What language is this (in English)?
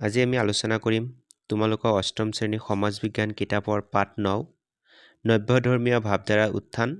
Assamese